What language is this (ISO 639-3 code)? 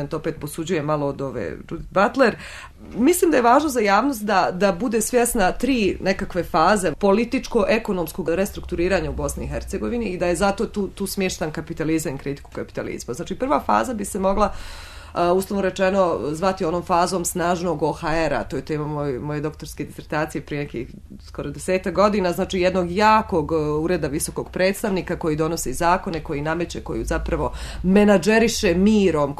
bos